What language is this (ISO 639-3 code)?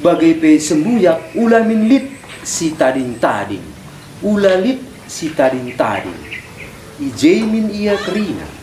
btx